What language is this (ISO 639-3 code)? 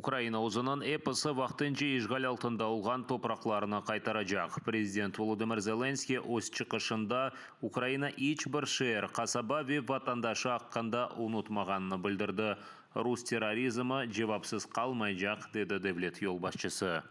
crh